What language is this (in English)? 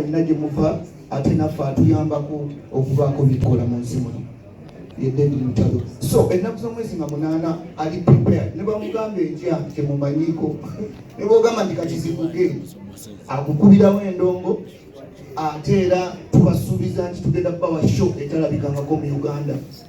Ganda